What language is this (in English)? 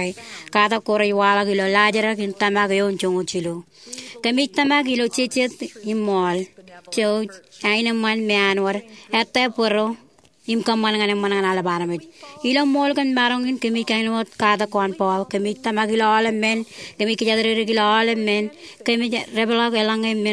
Marshallese